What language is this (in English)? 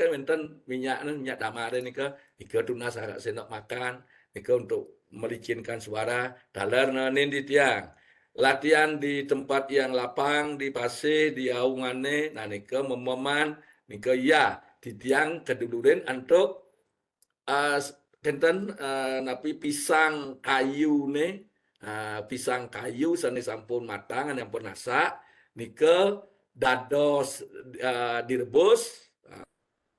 Balinese